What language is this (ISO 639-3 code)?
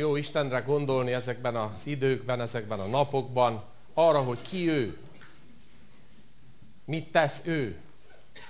hun